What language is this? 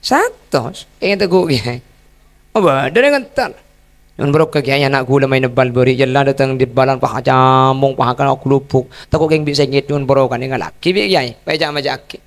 Madurese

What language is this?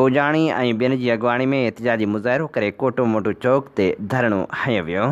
Sindhi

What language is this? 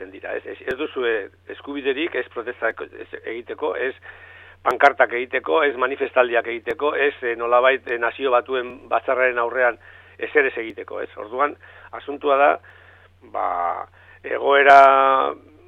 Basque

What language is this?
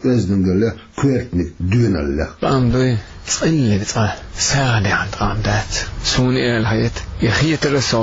Chechen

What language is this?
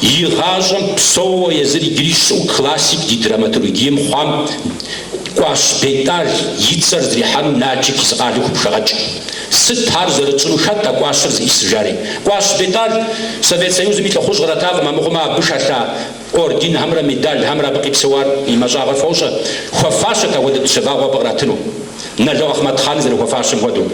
Kabardian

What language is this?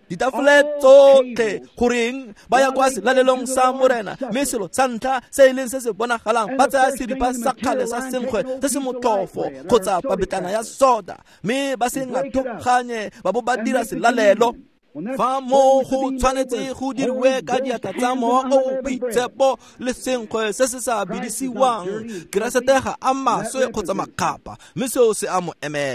Tswana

